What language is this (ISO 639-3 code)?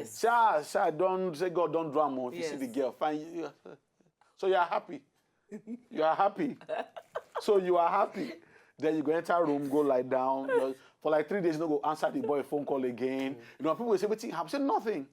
pcm